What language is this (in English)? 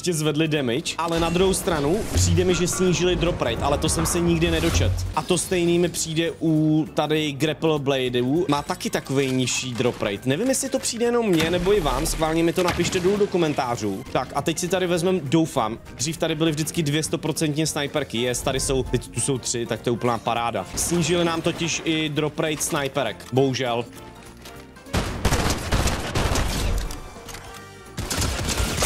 Czech